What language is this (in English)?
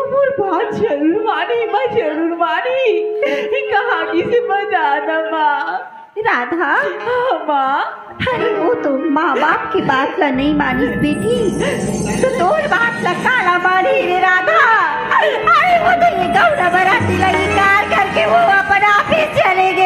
Chhattisgarhi